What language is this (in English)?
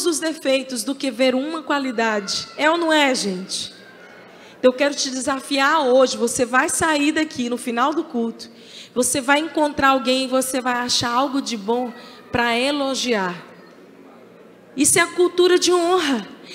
Portuguese